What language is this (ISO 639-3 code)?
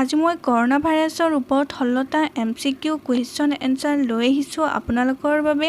asm